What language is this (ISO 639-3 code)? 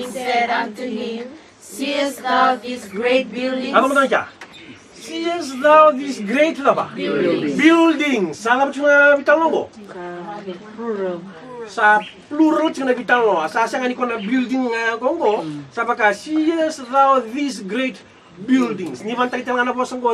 fij